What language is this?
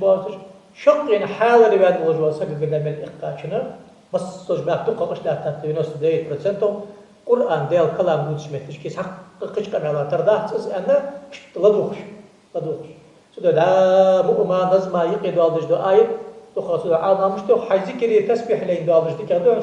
Ingush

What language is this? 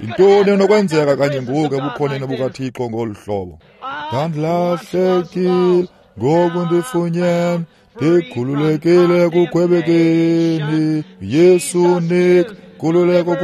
Xhosa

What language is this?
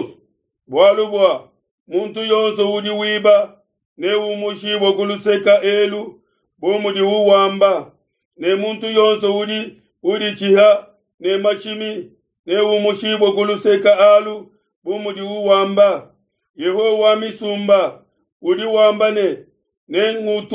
Luba-Lulua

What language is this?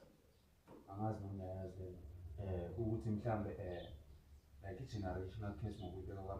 Zulu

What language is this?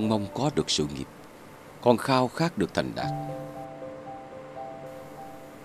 Vietnamese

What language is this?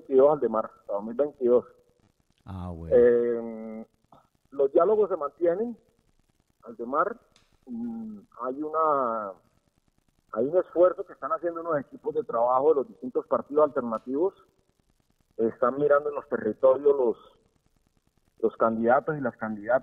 Spanish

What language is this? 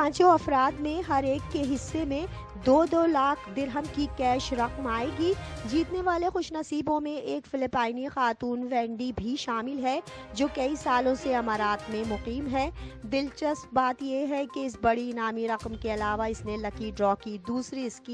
Urdu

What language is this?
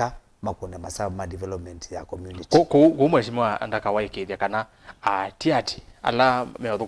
Kamba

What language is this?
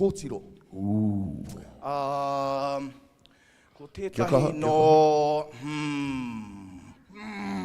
Māori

